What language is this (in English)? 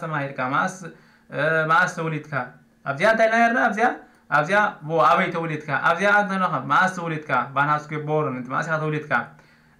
Tigrinya